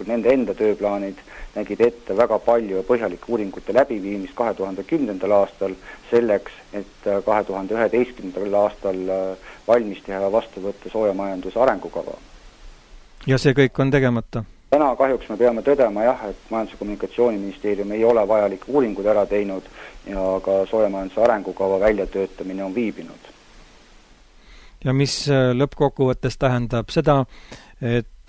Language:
Estonian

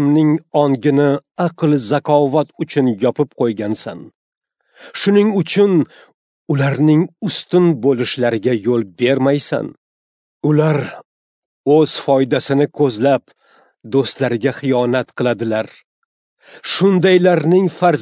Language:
Uzbek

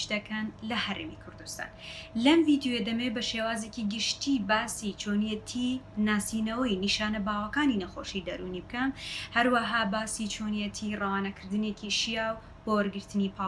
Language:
Central Kurdish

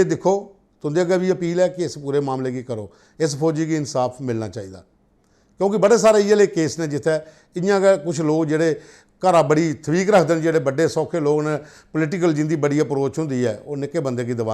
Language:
Dogri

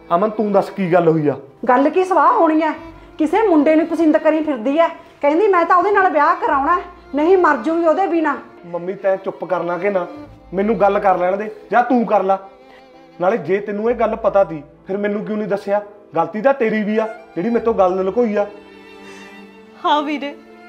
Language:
Punjabi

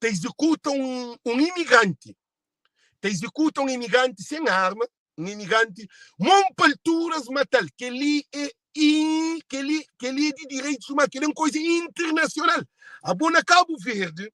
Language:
Kabuverdianu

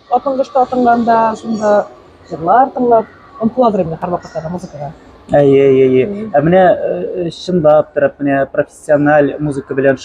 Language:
Tatar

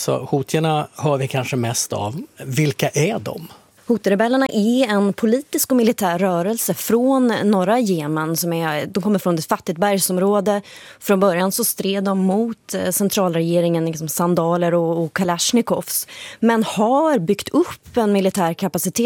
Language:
Swedish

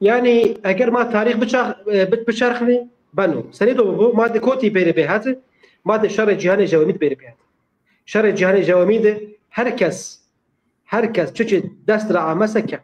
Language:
Zaza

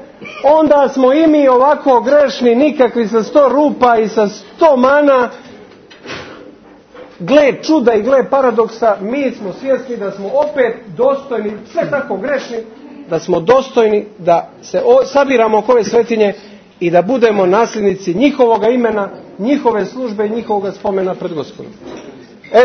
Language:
Serbian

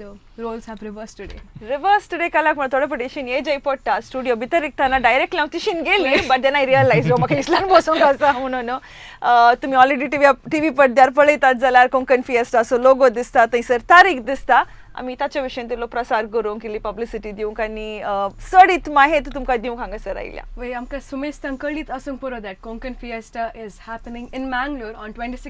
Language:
Konkani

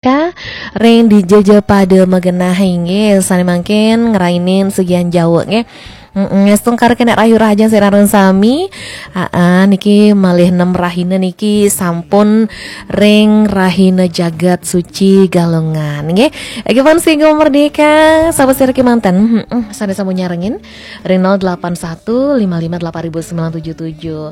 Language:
Balinese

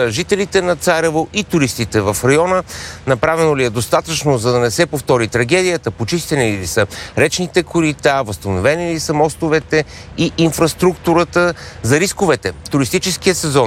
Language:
Bulgarian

